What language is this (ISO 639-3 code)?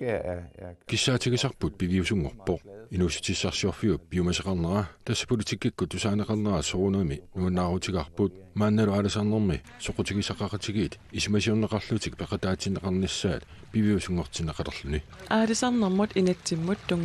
kal